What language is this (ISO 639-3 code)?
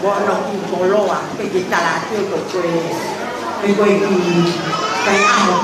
ton